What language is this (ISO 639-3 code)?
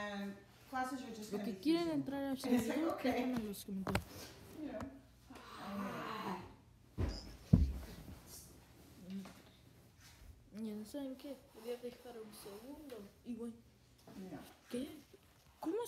spa